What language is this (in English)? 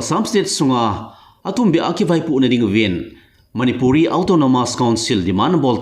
Thado Chin